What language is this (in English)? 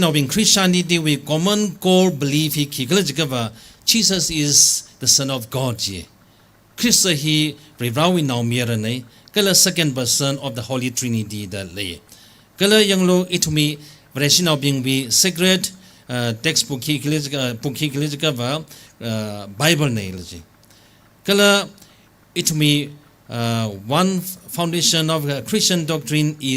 Tangkhul Naga (India)